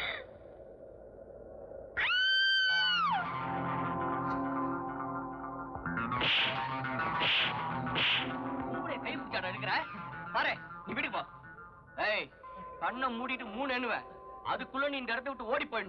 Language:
Tamil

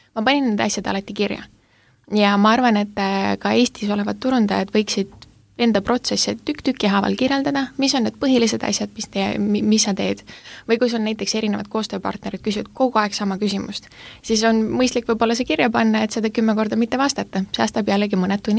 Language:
Estonian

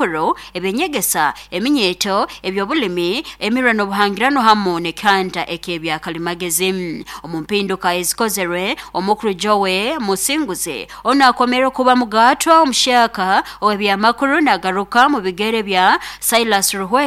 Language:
Nyankole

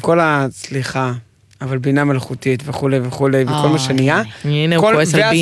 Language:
Hebrew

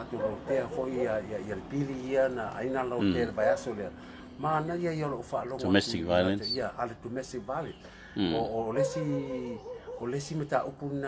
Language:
Samoan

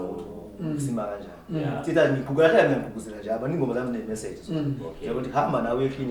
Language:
Zulu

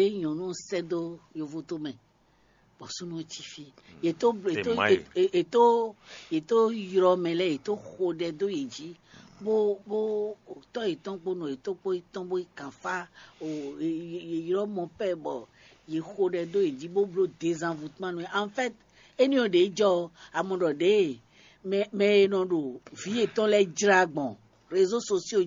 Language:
Fon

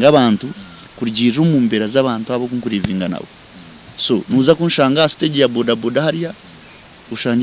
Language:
Nyankole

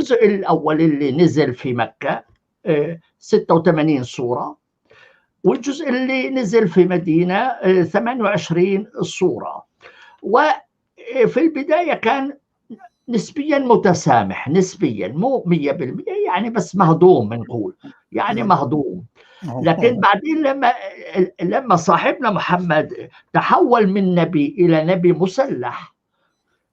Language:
North Levantine Arabic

